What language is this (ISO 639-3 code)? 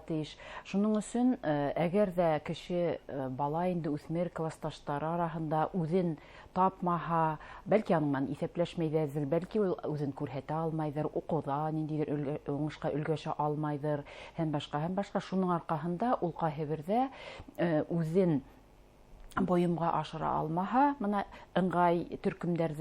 bak